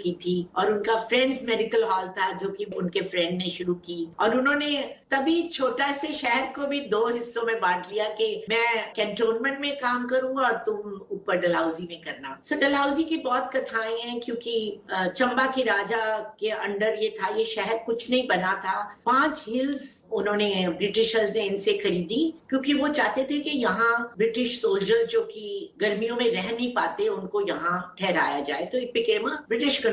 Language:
Hindi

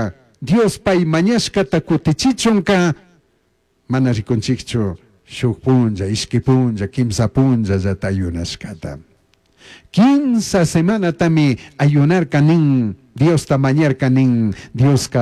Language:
Chimborazo Highland Quichua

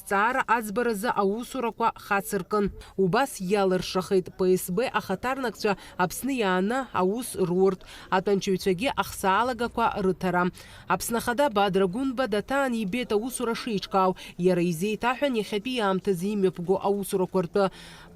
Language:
Abkhazian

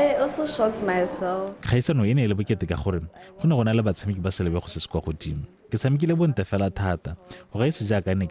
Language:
Tswana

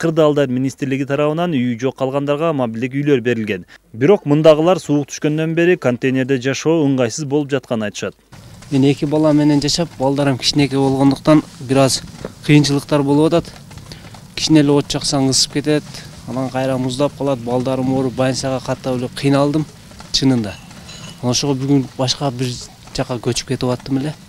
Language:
Kyrgyz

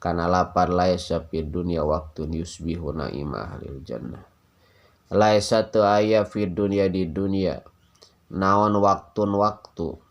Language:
Sundanese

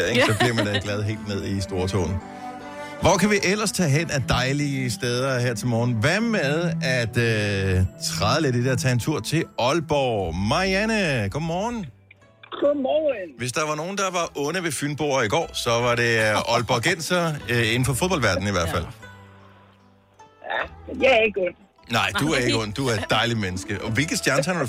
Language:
Danish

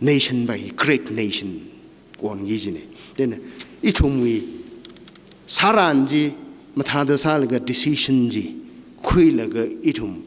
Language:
Tangkhul Naga (India)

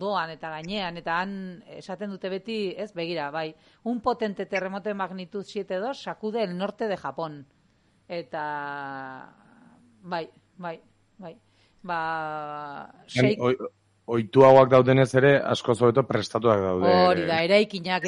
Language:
Basque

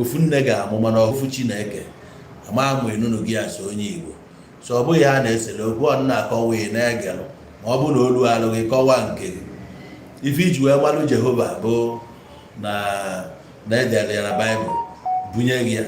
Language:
Igbo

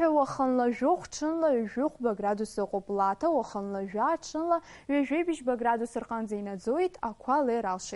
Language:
Abkhazian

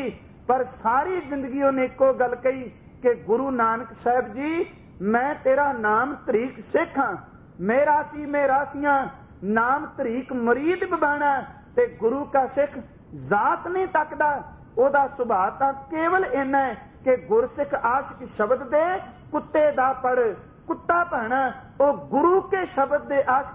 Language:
Punjabi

